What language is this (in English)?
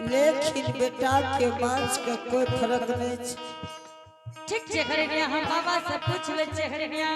Angika